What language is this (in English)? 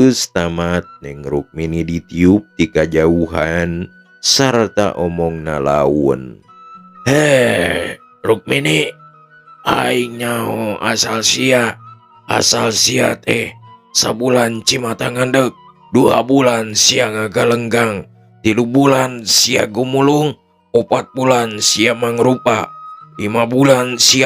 Sundanese